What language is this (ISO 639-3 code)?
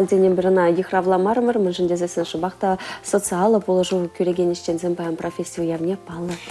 chv